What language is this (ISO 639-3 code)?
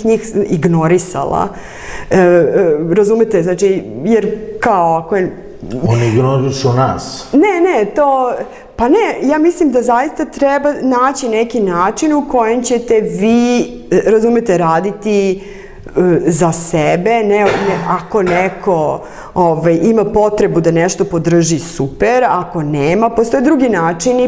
srp